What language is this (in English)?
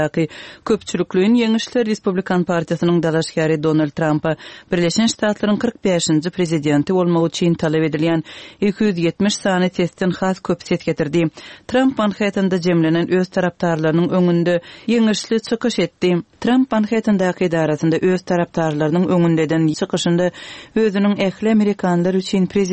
Turkmen